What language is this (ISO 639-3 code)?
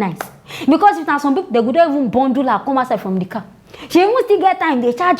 pcm